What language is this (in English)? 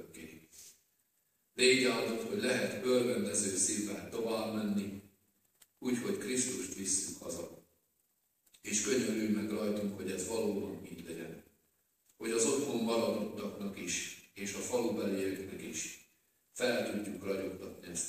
Hungarian